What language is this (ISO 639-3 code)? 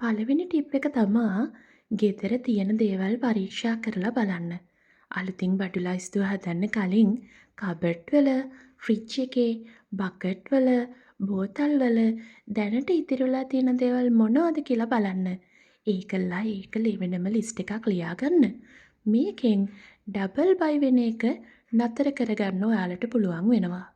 sin